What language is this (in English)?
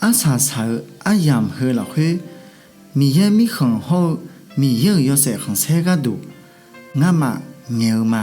Akha